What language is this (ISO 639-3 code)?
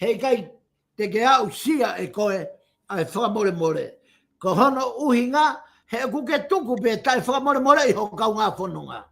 ton